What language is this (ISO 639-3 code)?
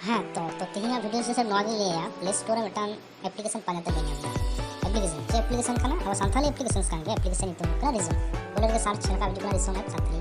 sat